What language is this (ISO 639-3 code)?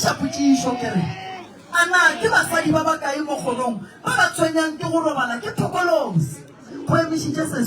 nso